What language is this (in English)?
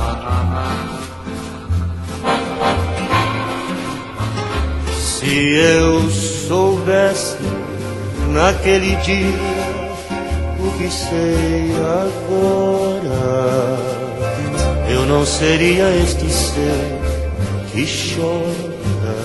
Portuguese